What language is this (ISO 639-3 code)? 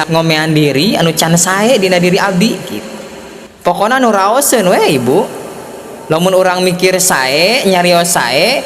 sun